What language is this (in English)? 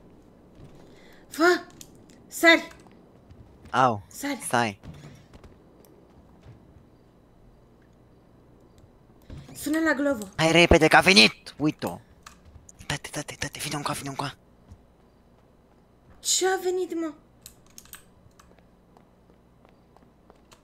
Romanian